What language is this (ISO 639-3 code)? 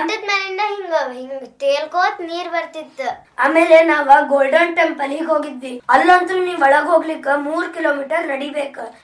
kan